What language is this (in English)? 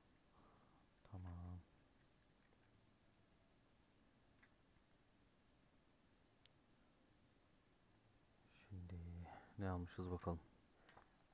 Turkish